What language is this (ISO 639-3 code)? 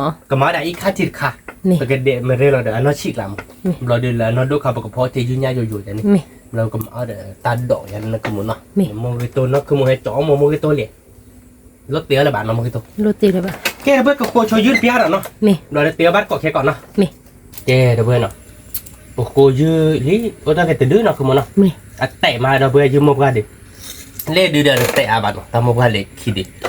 ksw